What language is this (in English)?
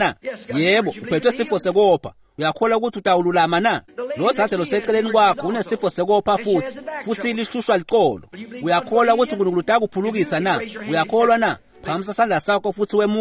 Swati